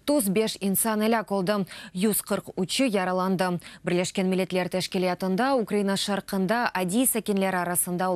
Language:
Crimean Tatar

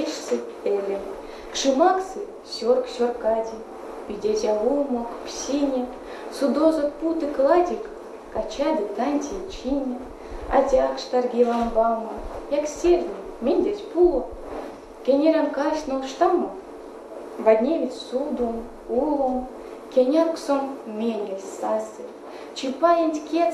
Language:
Erzya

